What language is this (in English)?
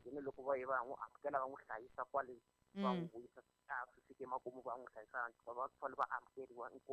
Tsonga